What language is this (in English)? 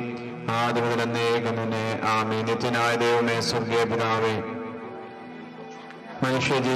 Malayalam